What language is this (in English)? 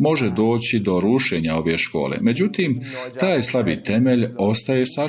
Bosnian